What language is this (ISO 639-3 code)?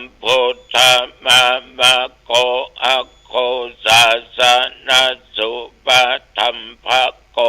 pli